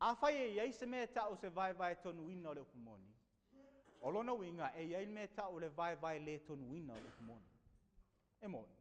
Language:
Samoan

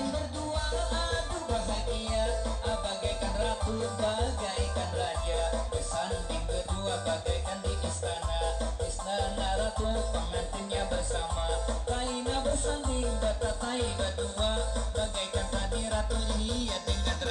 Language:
Banjar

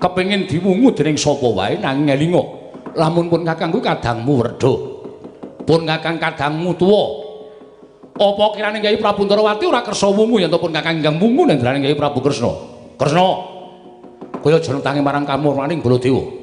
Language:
Javanese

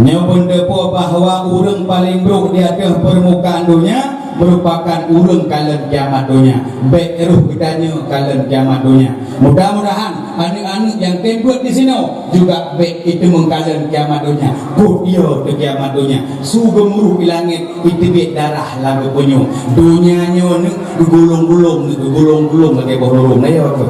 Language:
Achinese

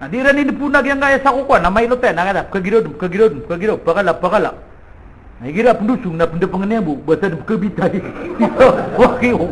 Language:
Maranao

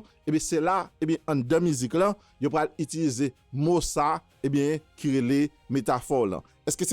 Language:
Haitian Creole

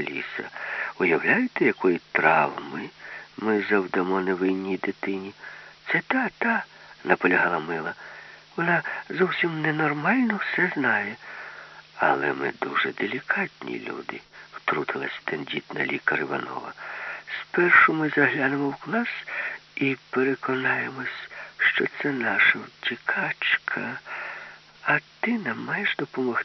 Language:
Ukrainian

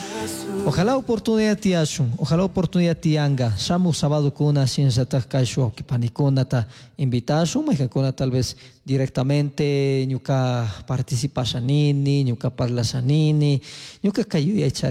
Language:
Chimborazo Highland Quichua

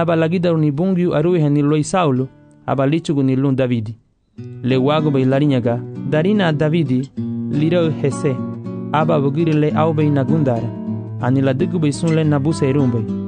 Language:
Garifuna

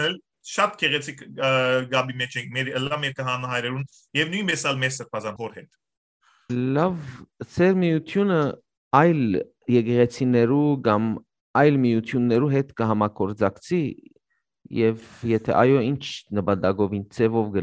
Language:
Western Armenian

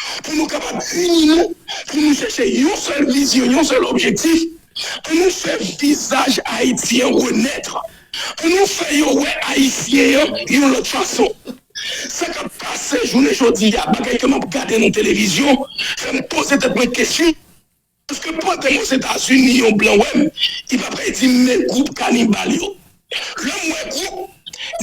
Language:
Haitian Creole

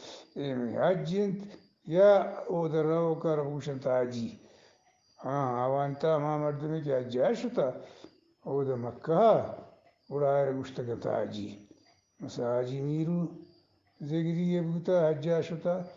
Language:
Eastern Balochi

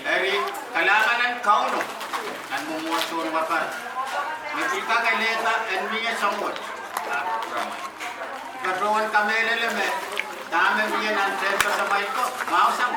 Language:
Pohnpeian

